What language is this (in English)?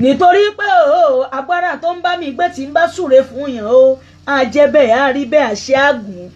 Yoruba